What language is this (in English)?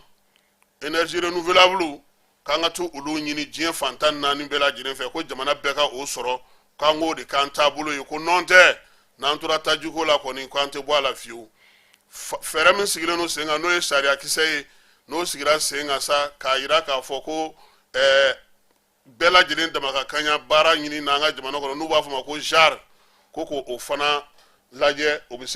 Bambara